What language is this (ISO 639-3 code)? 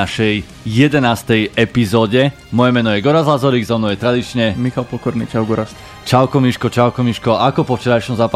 slk